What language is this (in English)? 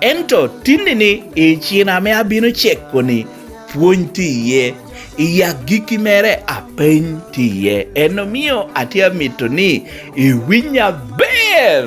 Lango (Uganda)